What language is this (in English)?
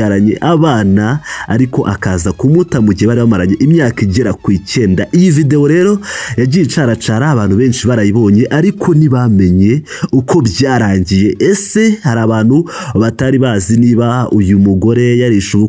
Kinyarwanda